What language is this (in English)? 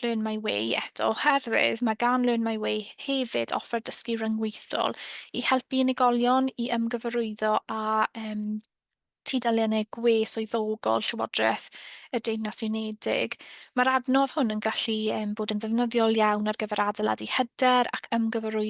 Welsh